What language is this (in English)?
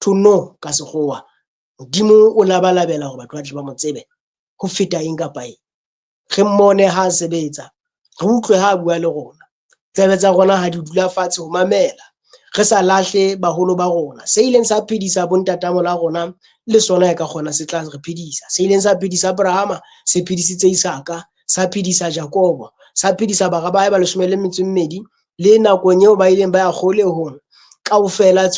Southern Sotho